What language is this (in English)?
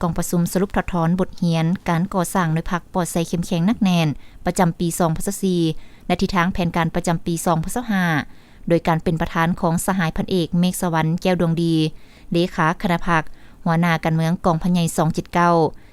Lao